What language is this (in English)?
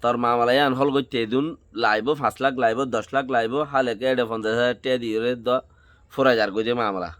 Rohingya